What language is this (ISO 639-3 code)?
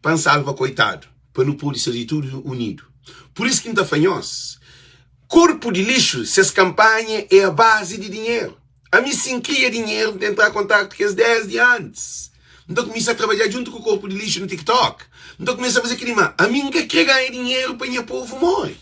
kea